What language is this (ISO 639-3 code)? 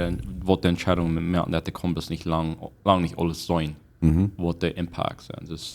pdt